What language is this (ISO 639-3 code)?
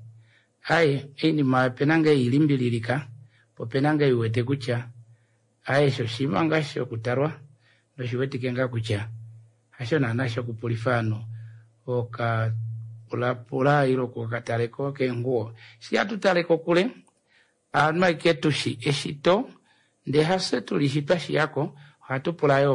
kua